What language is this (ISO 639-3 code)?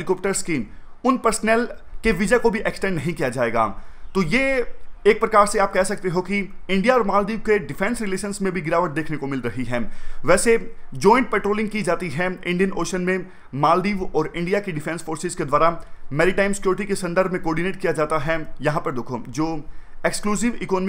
hin